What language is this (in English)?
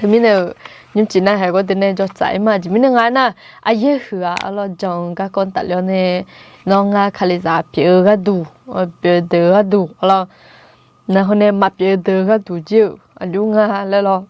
Akha